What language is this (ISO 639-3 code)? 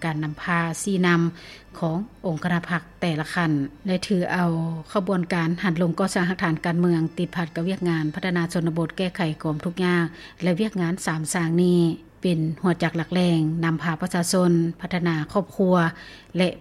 lao